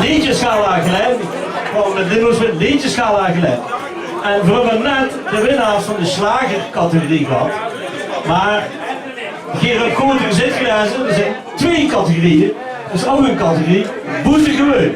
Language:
Limburgish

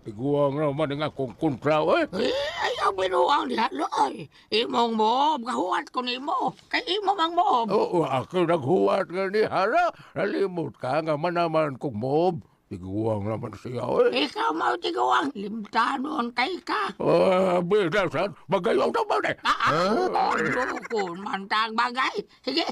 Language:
Cebuano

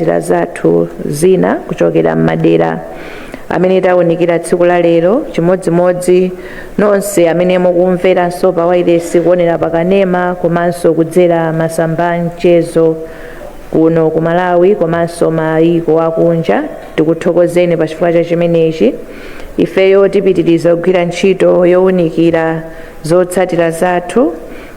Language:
Nyanja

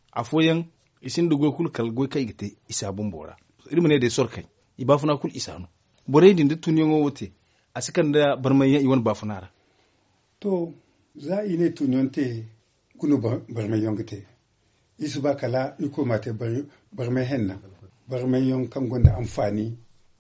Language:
Zarma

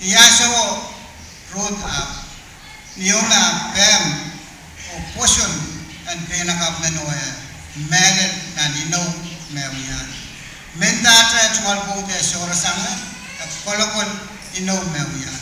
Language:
Pohnpeian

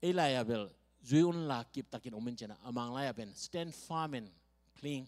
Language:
Tedim Chin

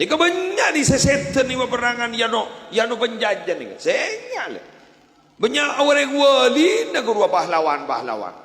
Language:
Madurese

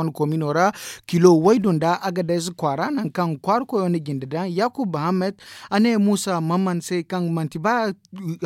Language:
Zarma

